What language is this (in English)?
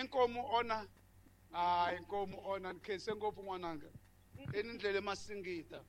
Tsonga